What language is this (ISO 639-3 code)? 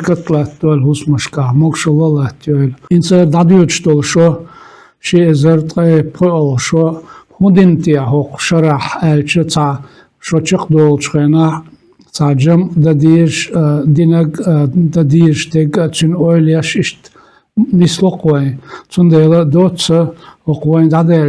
che